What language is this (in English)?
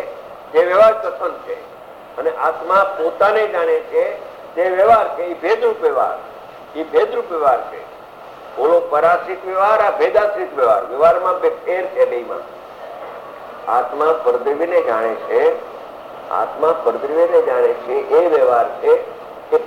Gujarati